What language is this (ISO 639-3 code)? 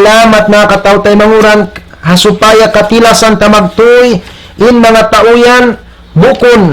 tsg